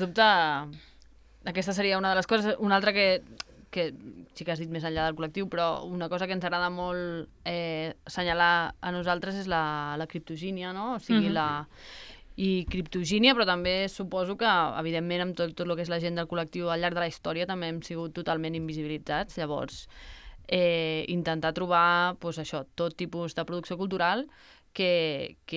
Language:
Catalan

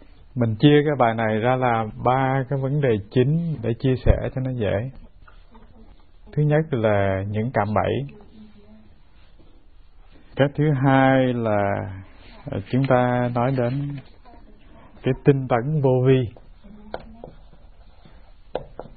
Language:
Vietnamese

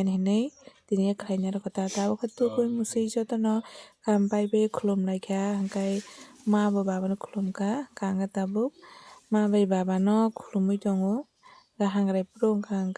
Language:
Kok Borok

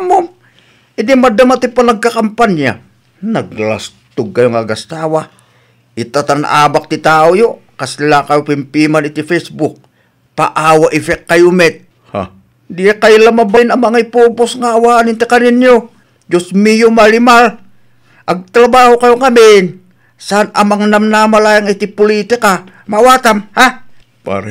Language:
Iloko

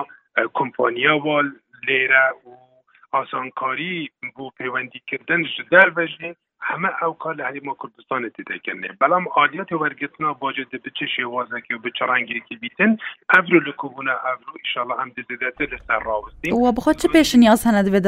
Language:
Kurdish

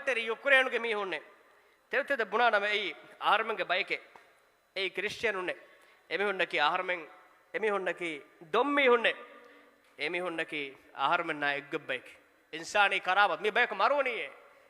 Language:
Divehi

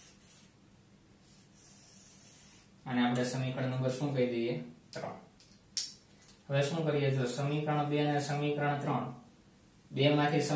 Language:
Gujarati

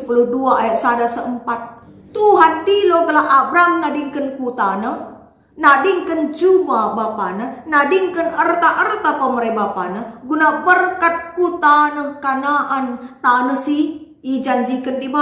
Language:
Batak Karo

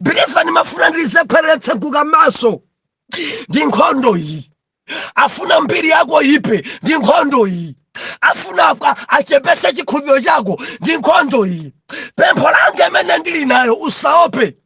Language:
Nyanja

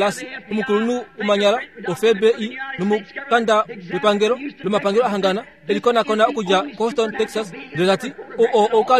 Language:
Kuanyama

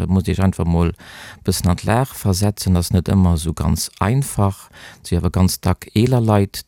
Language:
Luxembourgish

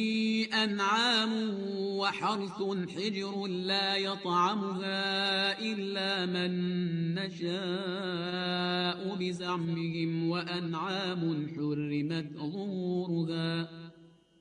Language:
Arabic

